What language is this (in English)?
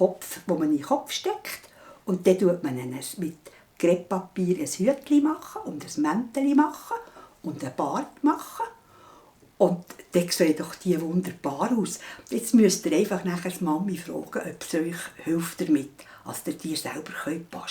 Swiss German